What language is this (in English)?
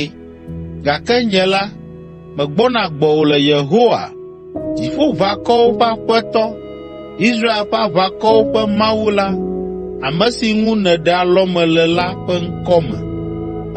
Ewe